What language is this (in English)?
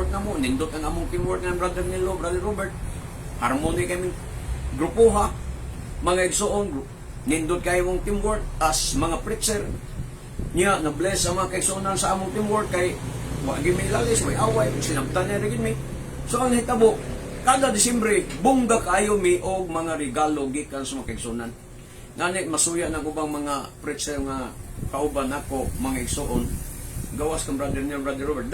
Cebuano